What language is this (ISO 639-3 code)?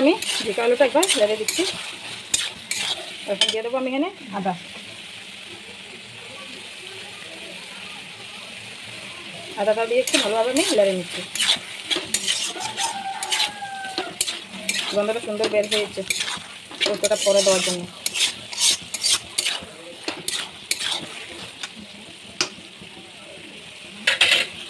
ben